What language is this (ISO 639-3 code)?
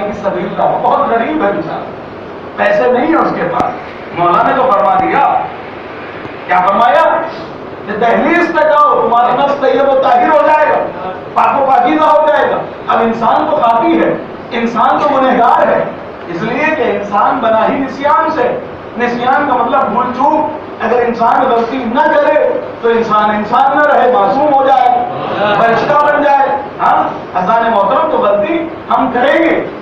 urd